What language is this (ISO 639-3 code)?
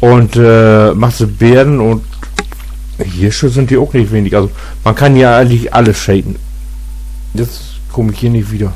nds